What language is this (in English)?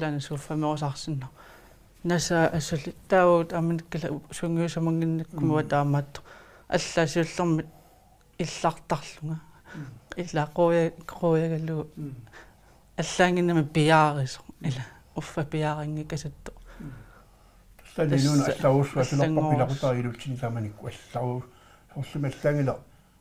Kalaallisut